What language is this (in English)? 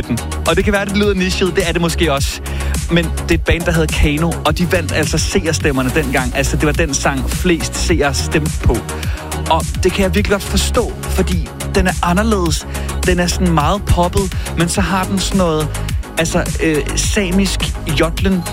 Danish